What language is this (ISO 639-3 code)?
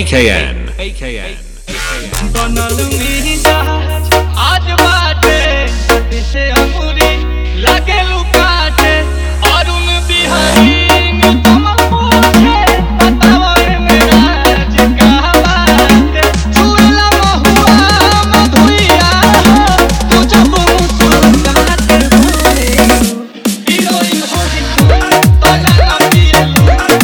bho